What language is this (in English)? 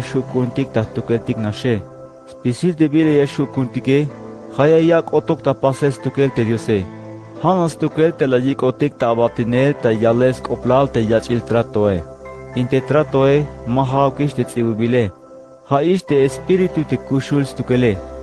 Tzeltal